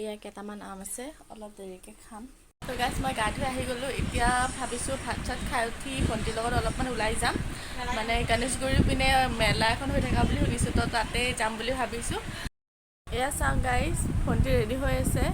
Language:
Assamese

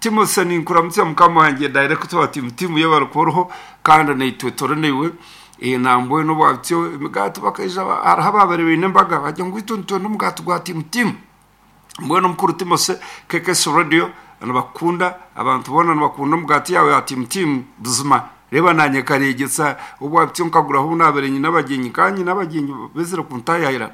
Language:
Nyankole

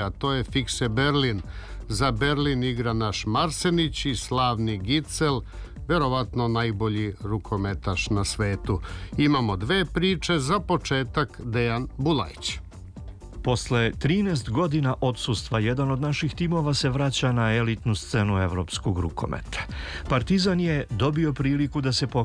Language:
Serbian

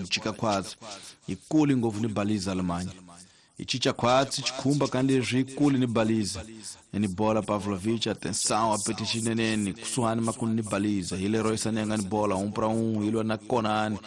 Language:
Tsonga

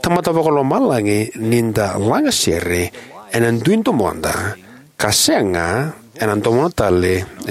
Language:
Fijian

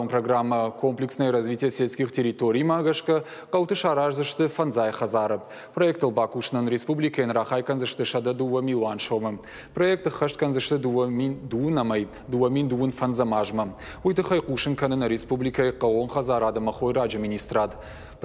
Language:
Ossetic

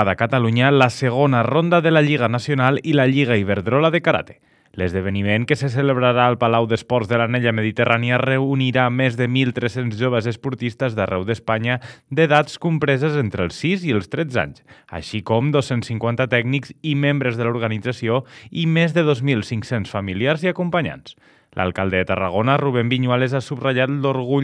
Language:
Catalan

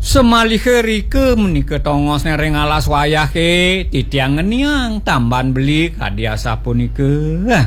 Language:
Balinese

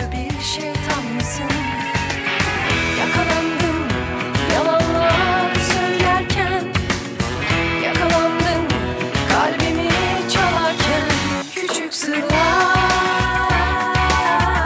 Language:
Turkish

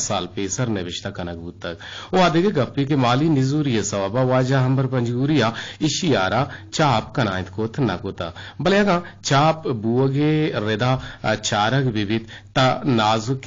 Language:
Eastern Balochi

